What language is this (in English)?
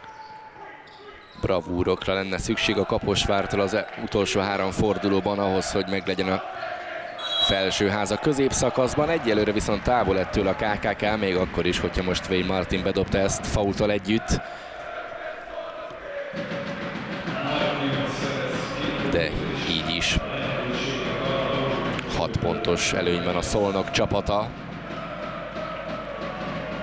Hungarian